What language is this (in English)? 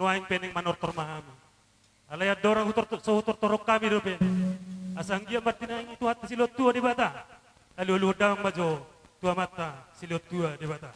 Batak Toba